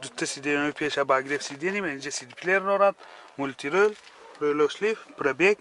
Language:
Tajik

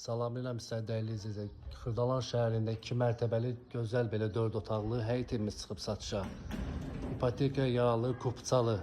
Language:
Azerbaijani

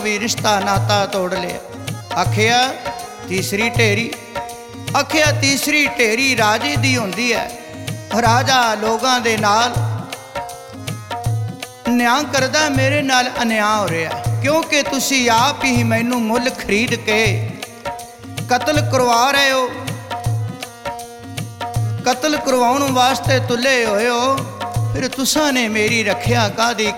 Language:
Punjabi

